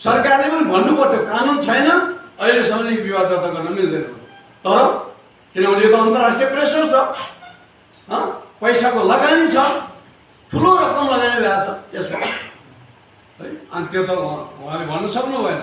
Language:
Nepali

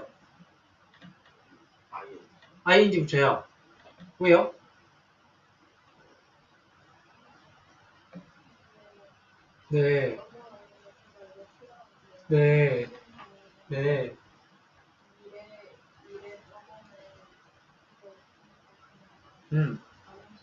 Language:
Korean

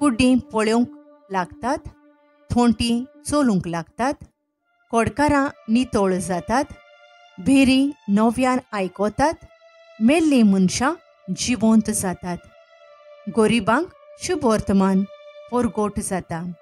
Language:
Konkani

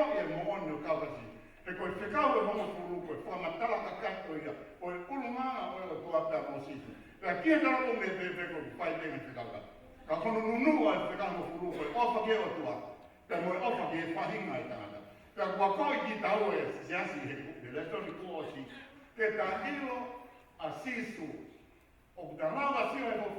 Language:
Tongan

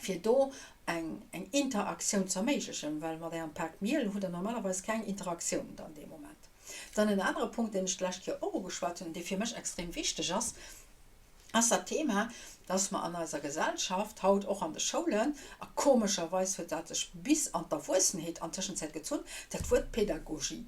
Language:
Luxembourgish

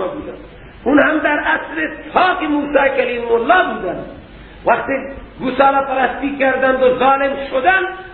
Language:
Persian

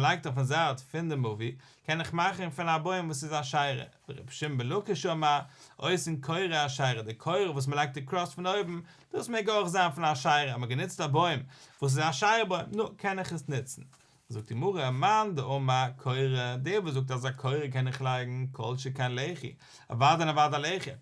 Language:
Yiddish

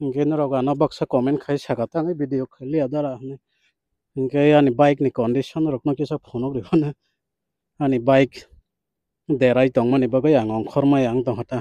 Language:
Kok Borok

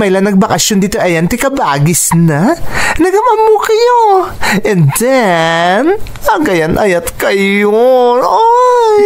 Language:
Iloko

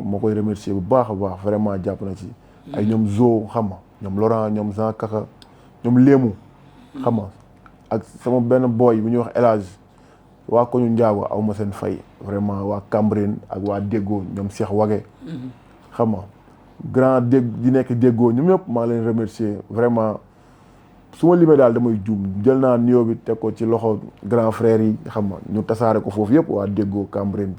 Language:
Wolof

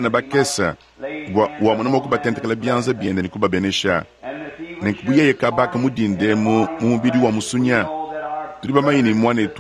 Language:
Luba-Lulua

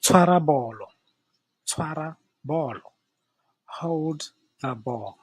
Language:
Tswana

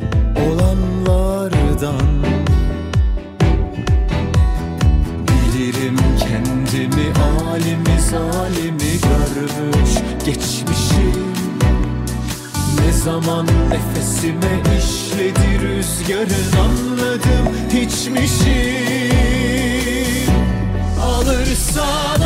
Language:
Turkish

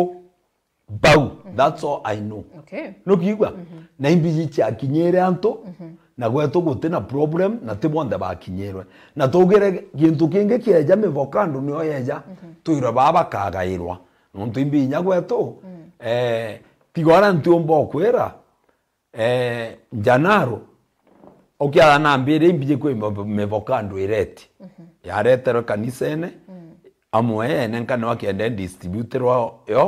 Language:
Meru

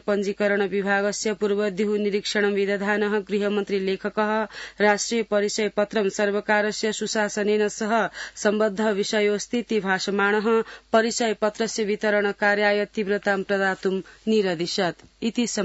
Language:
Sanskrit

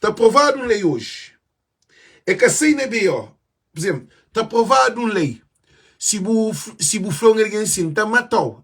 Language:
Kabuverdianu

